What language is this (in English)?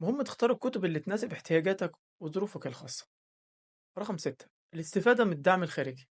Egyptian Arabic